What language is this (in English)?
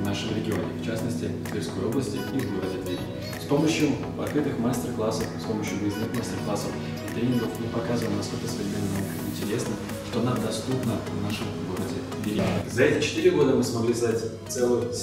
Russian